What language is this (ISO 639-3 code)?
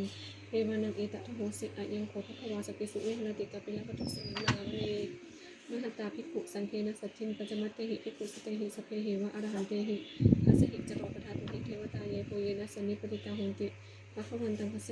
pli